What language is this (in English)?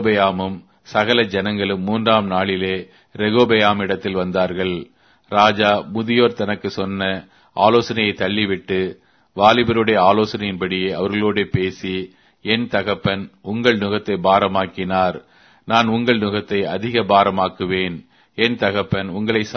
Tamil